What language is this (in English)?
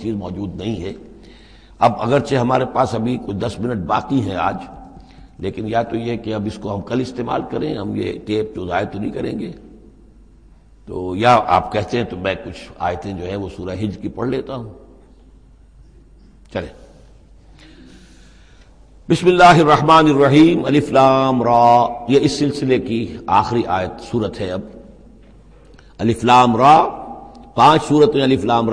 Urdu